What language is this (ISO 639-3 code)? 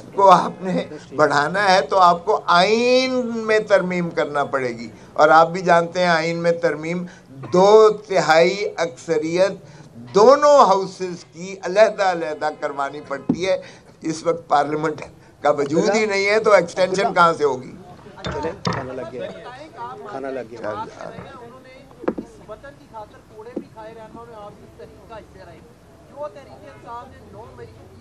urd